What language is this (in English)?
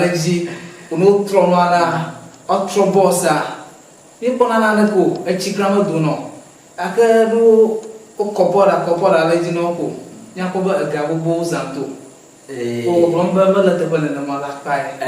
Ewe